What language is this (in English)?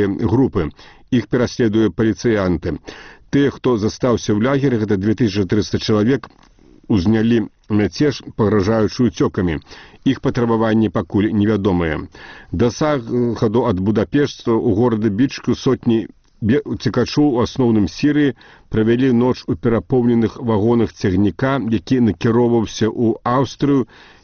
Belarusian